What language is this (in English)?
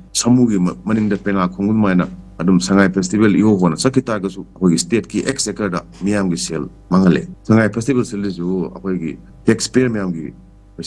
Manipuri